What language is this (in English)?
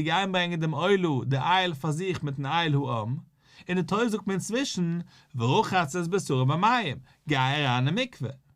Yiddish